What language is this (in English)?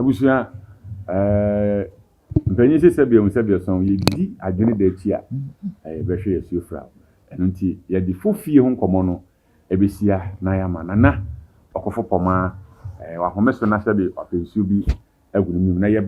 Akan